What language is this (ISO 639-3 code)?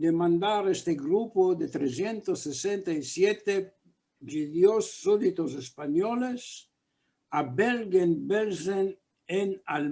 lad